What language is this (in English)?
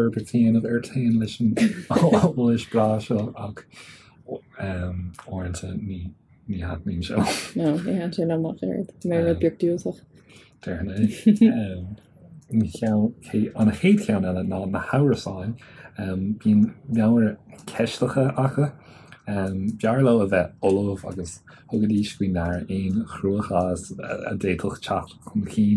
Irish